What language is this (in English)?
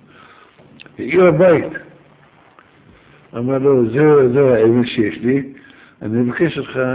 Hebrew